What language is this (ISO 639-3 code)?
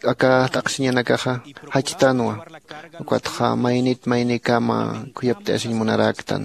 aym